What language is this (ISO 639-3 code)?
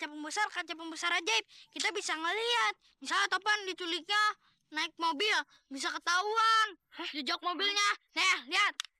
bew